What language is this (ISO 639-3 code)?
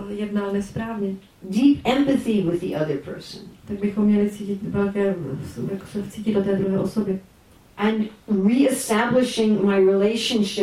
ces